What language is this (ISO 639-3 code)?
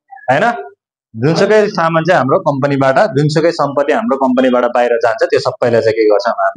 nep